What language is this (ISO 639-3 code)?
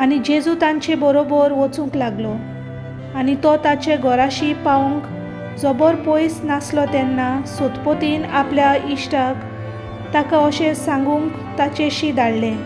kok